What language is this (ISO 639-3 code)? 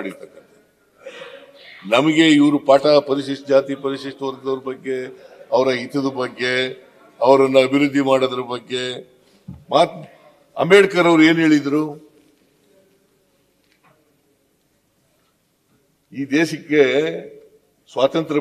kan